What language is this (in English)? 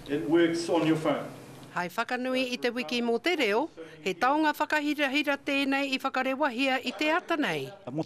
Māori